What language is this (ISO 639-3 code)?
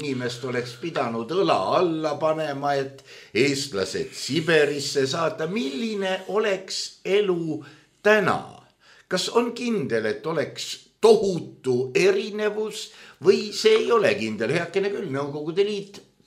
est